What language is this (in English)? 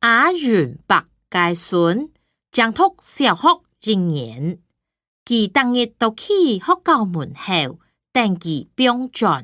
Hakka Chinese